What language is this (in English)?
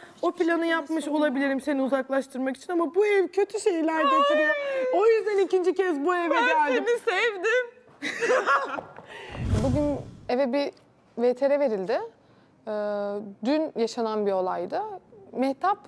Turkish